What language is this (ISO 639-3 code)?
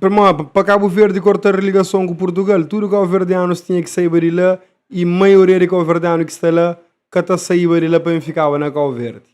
kea